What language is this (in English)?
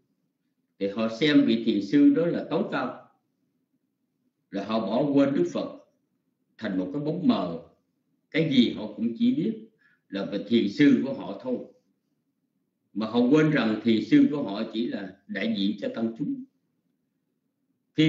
Vietnamese